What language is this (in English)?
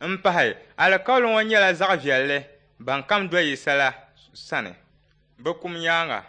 Dagbani